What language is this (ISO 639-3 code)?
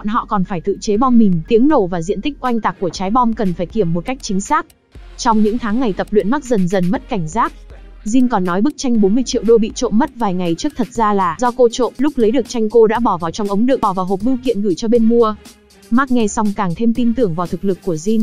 vie